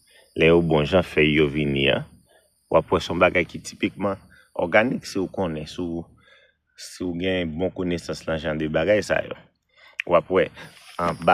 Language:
Haitian Creole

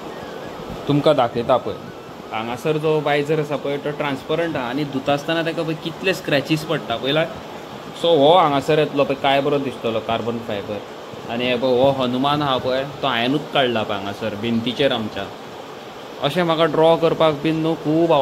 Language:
Konkani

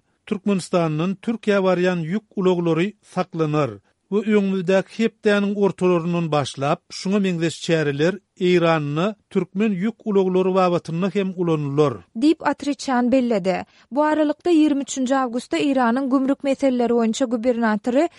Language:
Turkmen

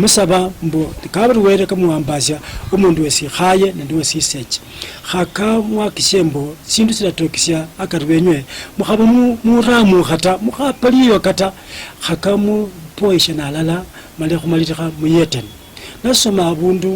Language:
Luyia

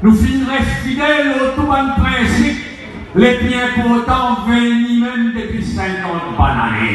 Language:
Morisyen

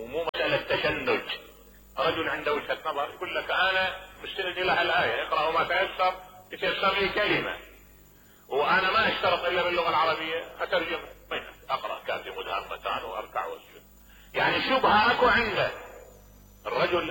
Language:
Mesopotamian Arabic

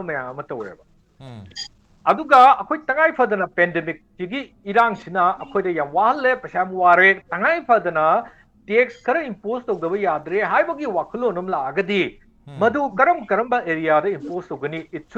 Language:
Manipuri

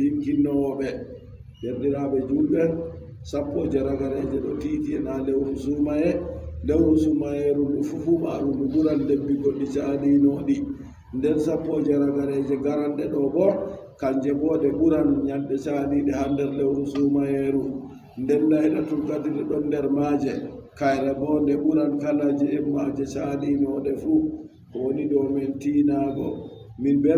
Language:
Adamawa Fulfulde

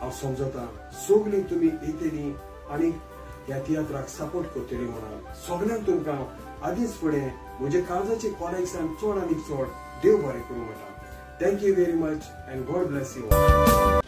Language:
Konkani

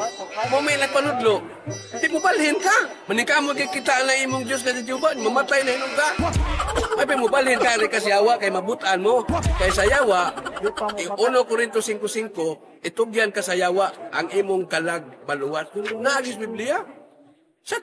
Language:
Cebuano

